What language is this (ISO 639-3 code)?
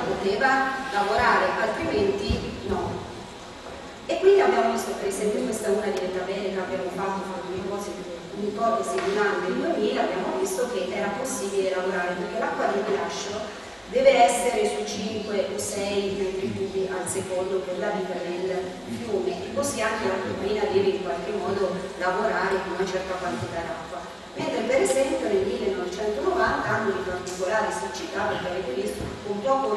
ita